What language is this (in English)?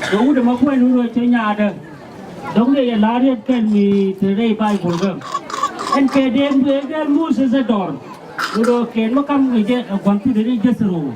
Nuer